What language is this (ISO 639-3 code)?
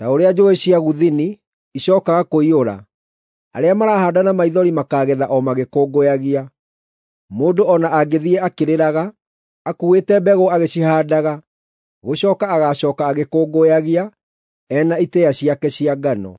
kik